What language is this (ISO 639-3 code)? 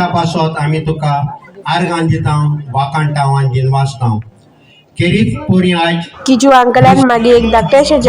kok